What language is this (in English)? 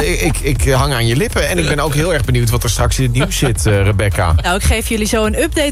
Dutch